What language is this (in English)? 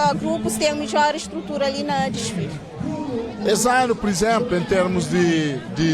Kabuverdianu